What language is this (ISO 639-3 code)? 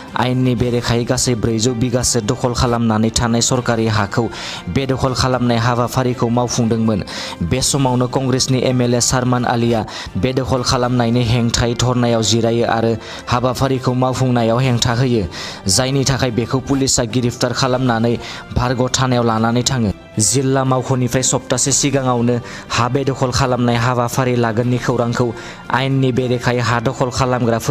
brx